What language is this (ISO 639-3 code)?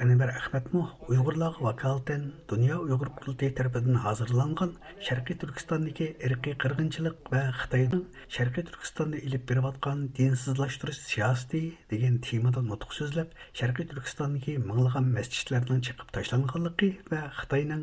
uig